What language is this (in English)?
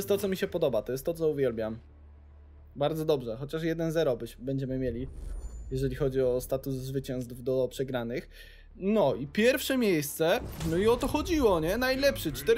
Polish